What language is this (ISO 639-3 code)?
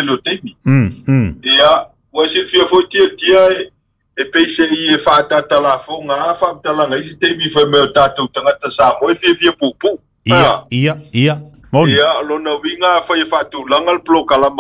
smo